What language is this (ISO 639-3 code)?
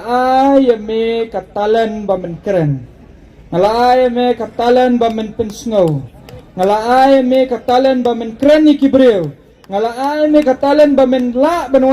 kha